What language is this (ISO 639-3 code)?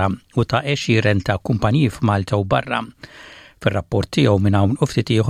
mlt